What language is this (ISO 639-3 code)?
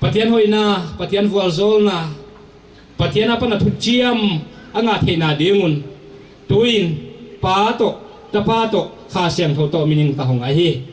pck